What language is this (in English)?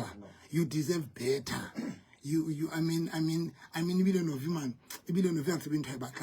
Southern Sotho